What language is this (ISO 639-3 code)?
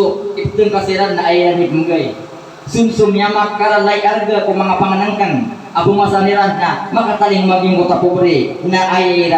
mrw